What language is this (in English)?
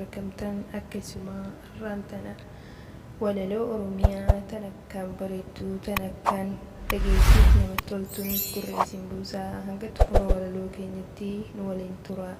Oromo